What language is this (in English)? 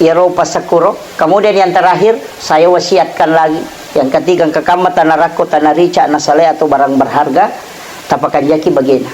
Buginese